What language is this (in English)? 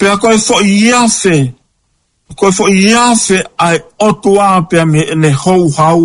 Tongan